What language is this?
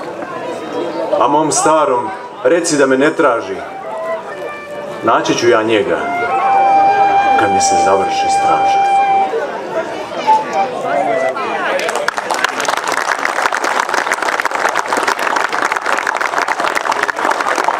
Serbian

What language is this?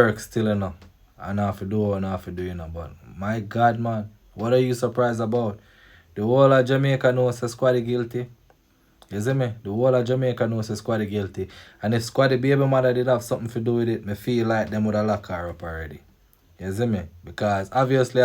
Jamaican Creole English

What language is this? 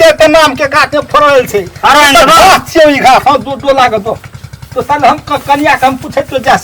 Maithili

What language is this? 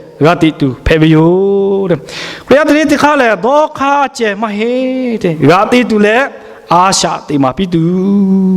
Lahu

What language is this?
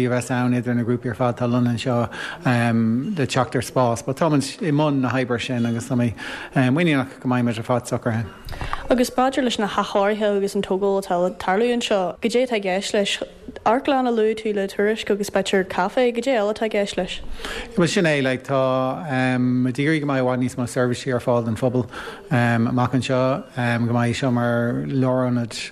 Irish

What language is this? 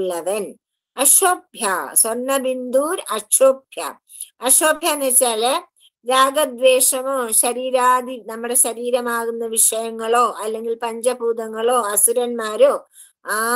Malayalam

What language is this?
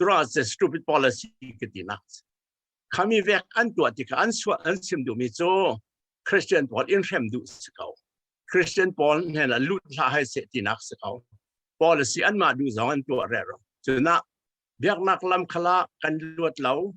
Falam Chin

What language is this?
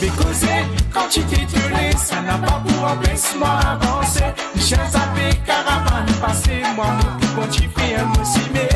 Morisyen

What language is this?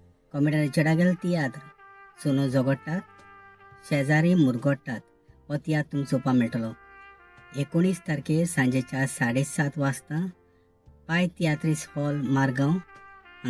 Konkani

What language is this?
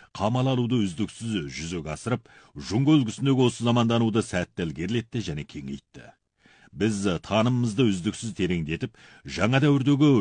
Kazakh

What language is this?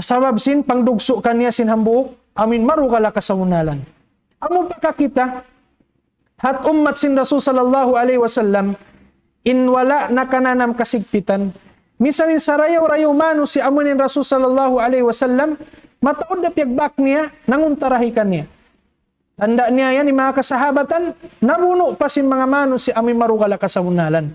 Tausug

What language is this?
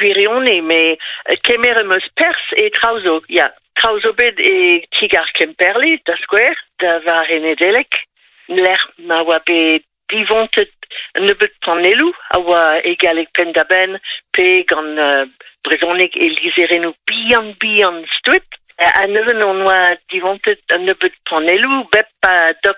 Breton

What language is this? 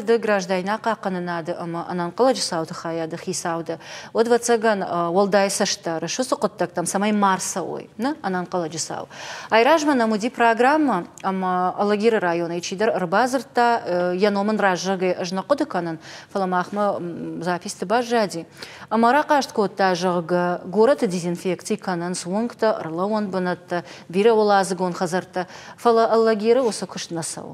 Ossetic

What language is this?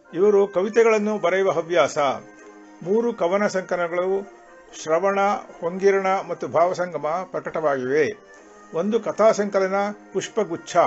Kannada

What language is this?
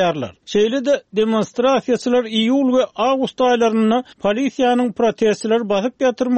Turkmen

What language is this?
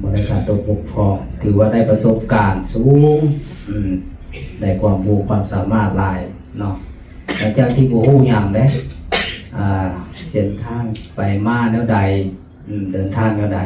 Lao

